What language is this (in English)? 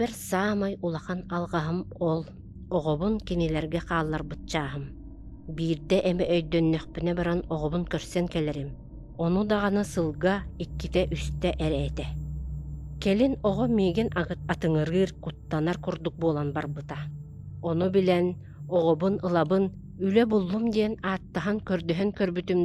Yakut